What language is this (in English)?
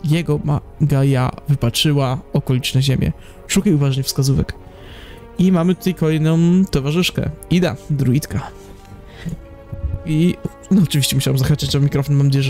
Polish